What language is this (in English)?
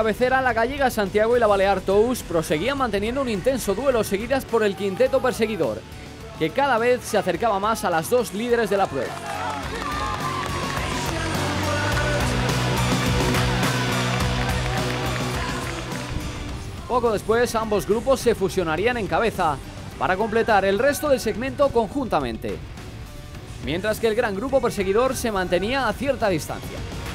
Spanish